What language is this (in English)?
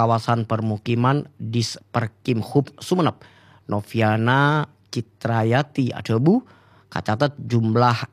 Madurese